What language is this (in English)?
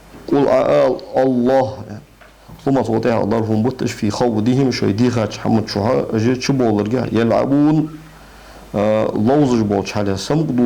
Ingush